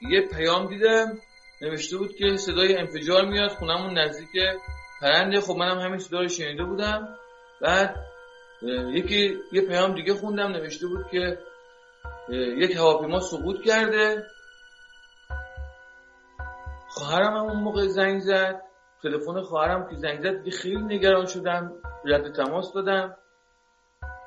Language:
Persian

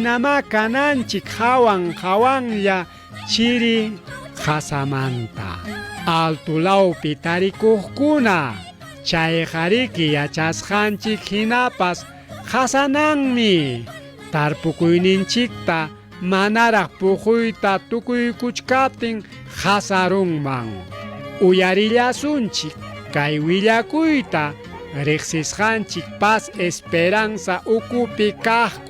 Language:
Ayacucho Quechua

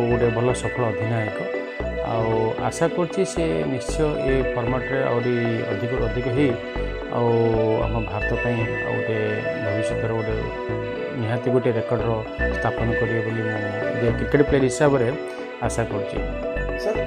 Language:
Odia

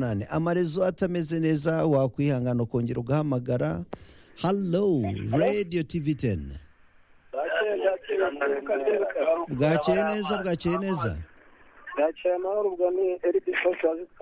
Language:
Kinyarwanda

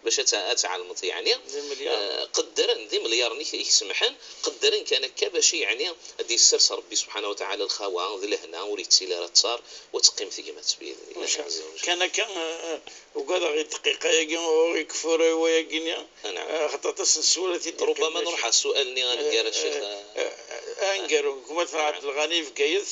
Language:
Kabyle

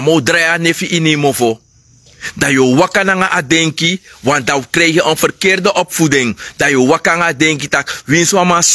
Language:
Sranan Tongo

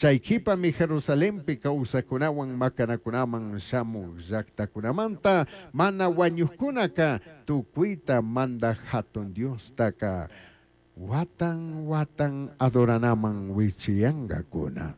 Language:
Chimborazo Highland Quichua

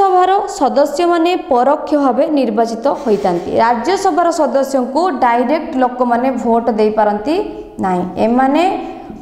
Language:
Odia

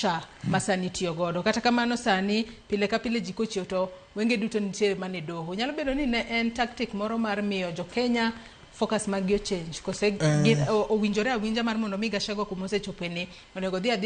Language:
Luo (Kenya and Tanzania)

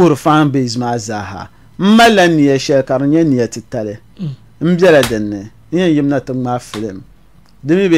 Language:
Dagbani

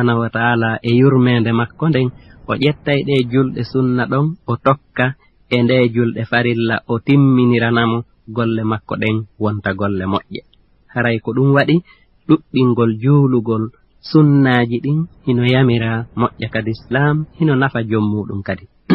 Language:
Fula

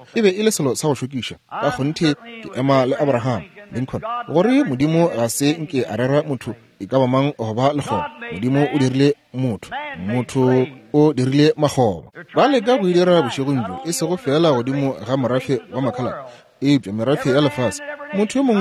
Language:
Northern Sotho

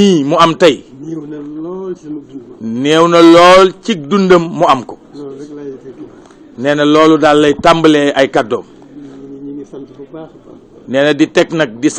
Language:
Wolof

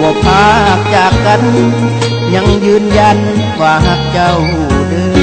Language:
Lao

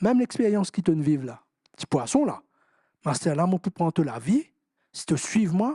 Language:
Morisyen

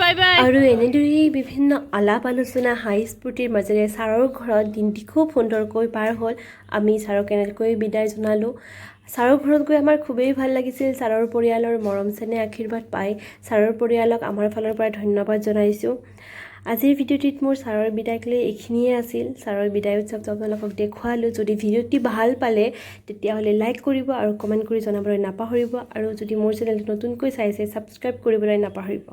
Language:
Assamese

